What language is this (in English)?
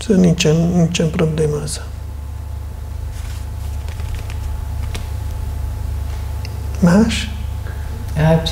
Hungarian